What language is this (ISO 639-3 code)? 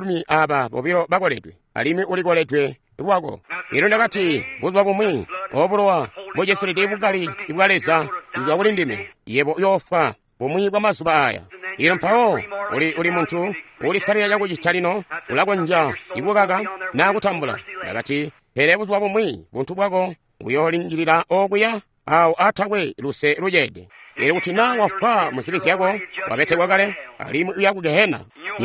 toi